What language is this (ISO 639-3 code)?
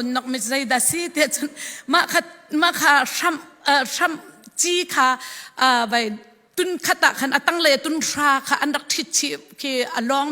cfm